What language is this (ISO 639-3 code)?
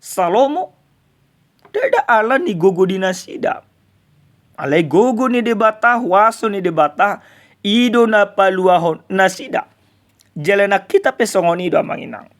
bbc